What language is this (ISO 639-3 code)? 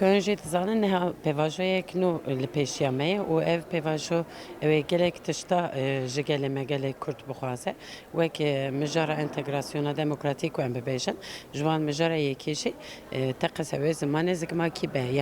kur